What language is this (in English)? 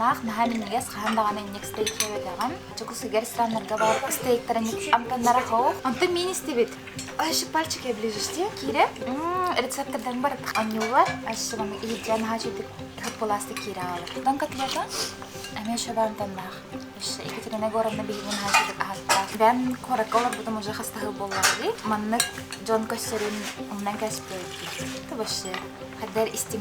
Yakut